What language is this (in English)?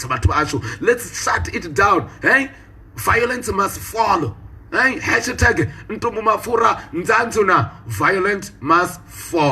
Venda